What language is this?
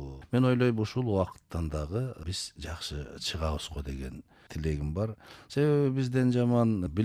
Kyrgyz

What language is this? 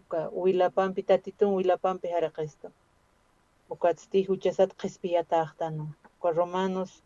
Aymara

